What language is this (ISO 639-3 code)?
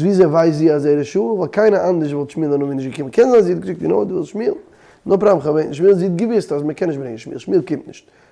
yid